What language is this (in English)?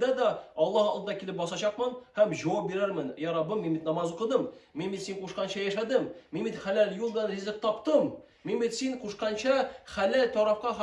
Tatar